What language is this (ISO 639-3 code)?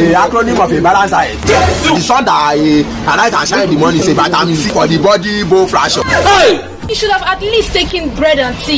pcm